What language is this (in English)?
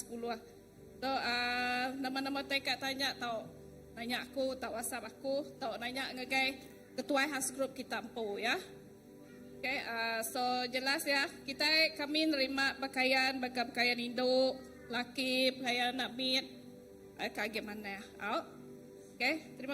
Iban